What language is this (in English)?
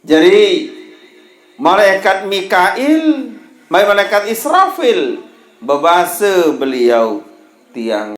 Sasak